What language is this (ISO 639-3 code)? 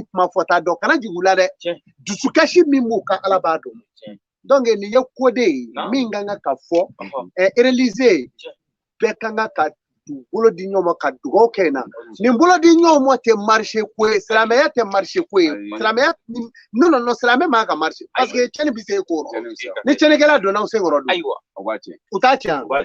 bam